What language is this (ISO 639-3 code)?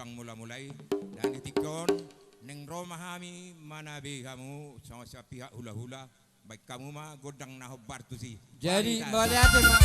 bbc